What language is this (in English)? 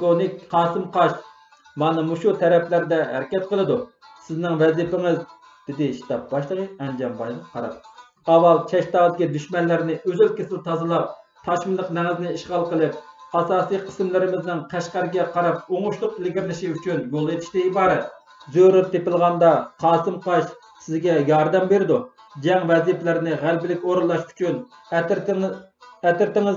Uyghur